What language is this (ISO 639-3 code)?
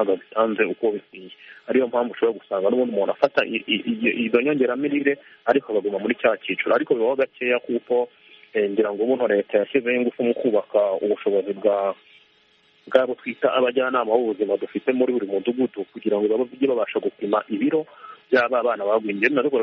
kin